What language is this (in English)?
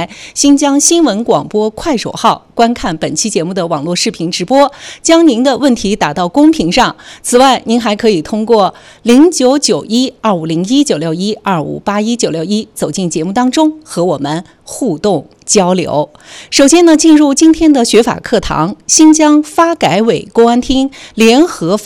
Chinese